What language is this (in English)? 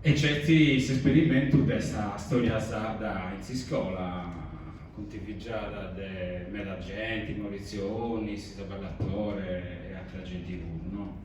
Sardinian